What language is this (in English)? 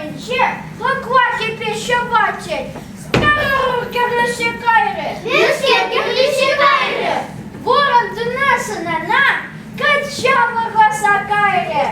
Chuvash